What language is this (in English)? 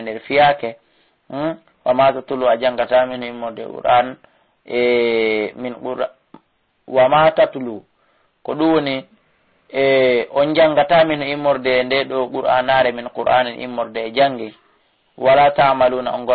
Fula